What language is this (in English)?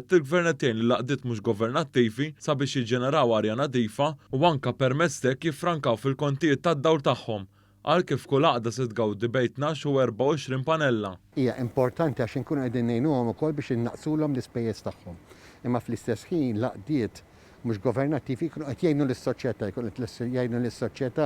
Maltese